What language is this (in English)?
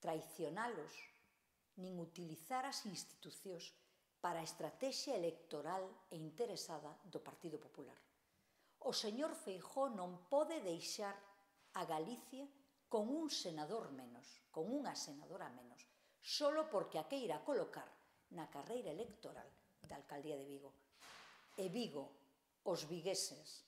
Galician